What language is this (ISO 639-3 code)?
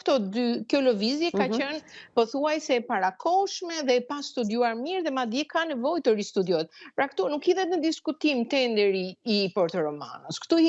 sqi